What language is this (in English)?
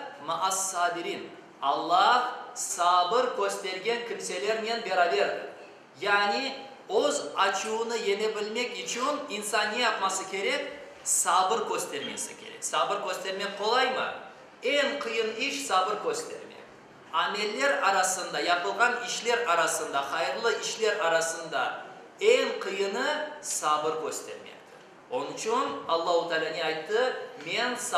Crimean Tatar